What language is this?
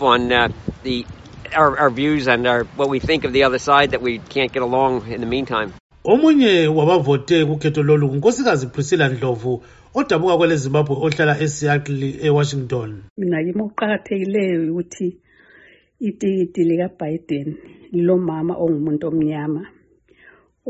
North Ndebele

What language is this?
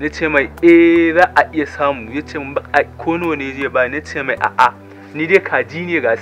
Hausa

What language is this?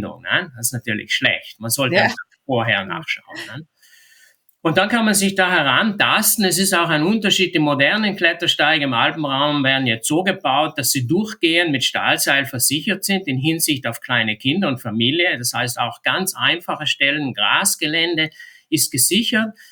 German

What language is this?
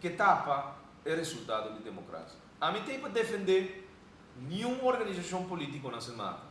Papiamento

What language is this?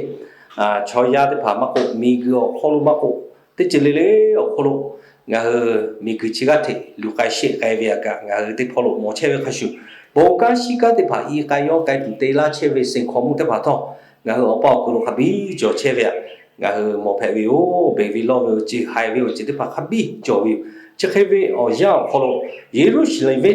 Lahu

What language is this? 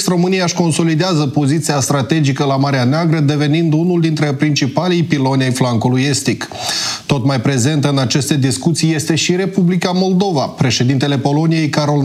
Romanian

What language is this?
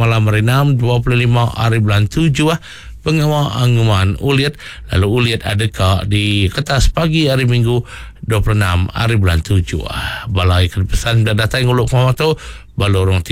Iban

